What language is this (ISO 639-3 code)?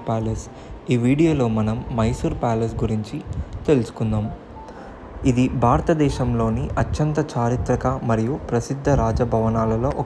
tel